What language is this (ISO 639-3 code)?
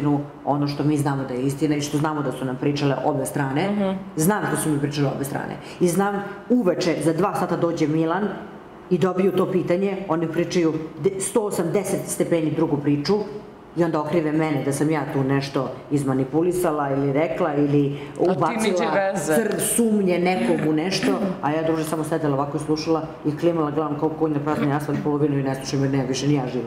srp